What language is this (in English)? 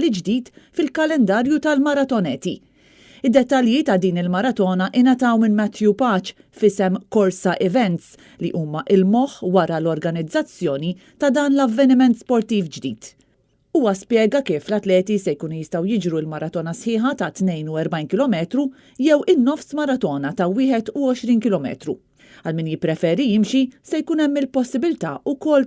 Maltese